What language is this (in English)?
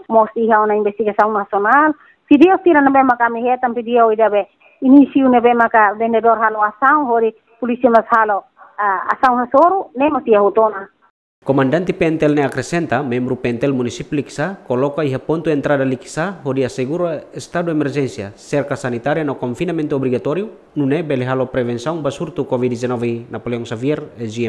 Tetum